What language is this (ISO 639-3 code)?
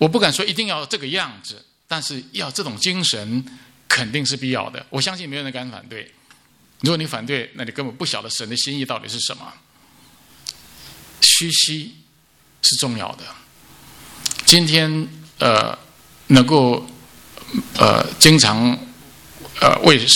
zho